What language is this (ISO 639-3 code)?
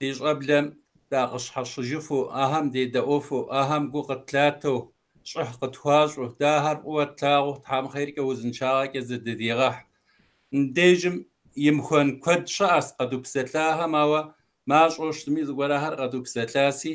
kbd